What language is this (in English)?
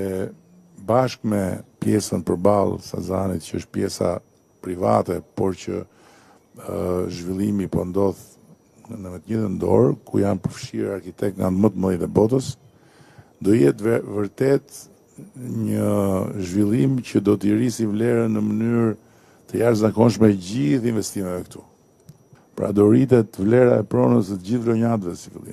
Albanian